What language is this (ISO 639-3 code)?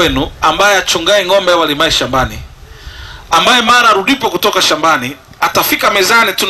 swa